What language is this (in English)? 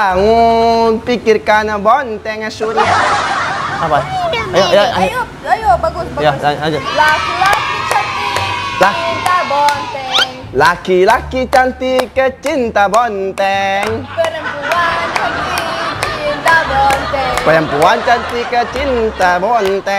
Indonesian